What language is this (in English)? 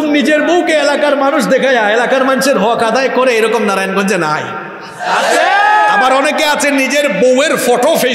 Bangla